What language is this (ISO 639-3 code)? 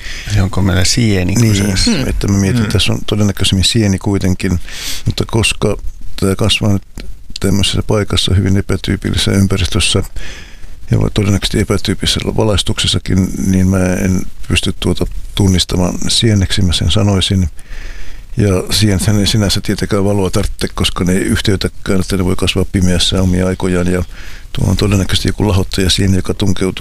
fin